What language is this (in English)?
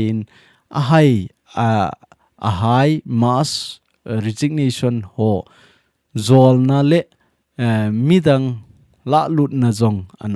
Thado Chin